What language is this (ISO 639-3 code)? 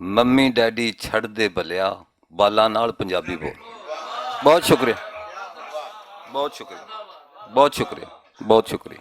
lah